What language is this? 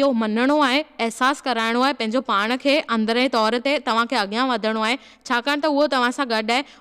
Sindhi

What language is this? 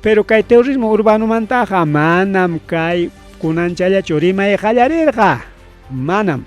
Ayacucho Quechua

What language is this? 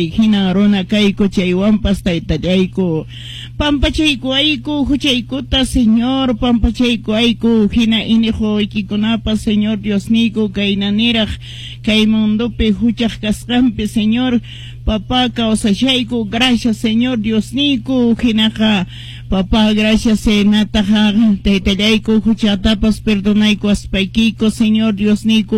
Quechua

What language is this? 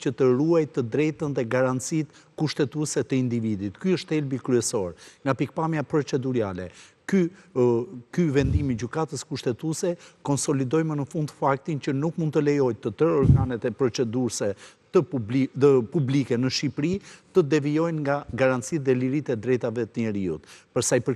Albanian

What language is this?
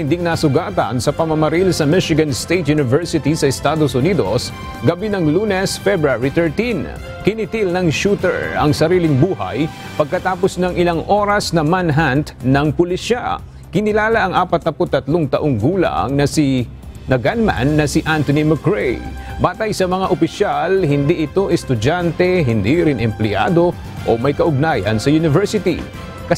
Filipino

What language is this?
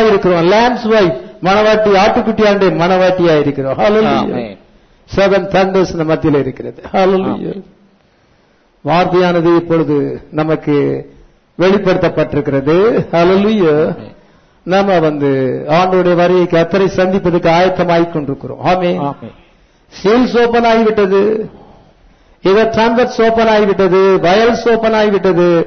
Tamil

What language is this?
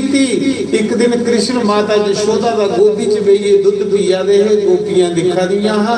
Dogri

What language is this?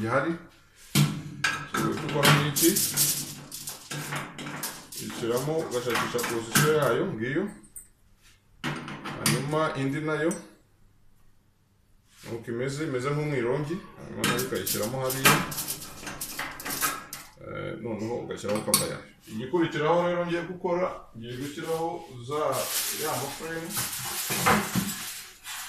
Kinyarwanda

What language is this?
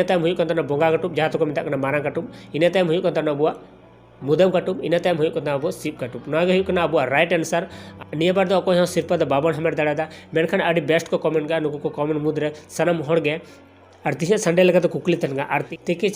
Santali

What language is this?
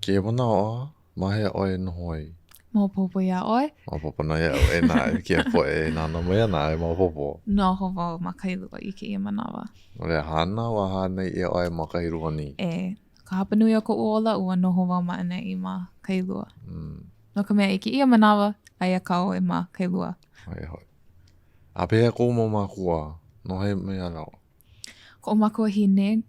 Hawaiian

